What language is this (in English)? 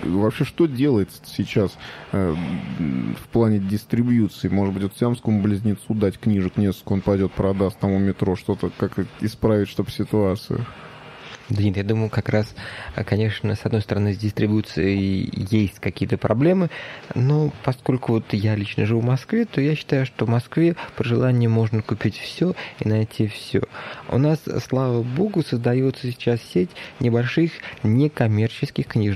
Russian